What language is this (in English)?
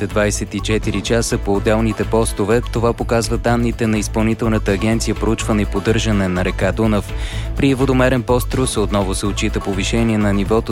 Bulgarian